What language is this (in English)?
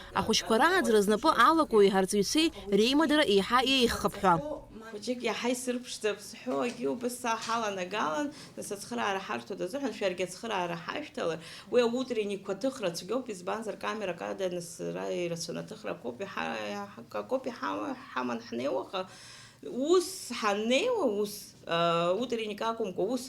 Abkhazian